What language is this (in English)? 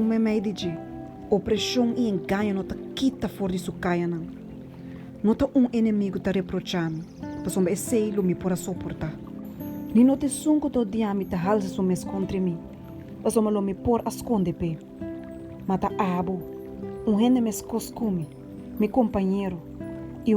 Papiamento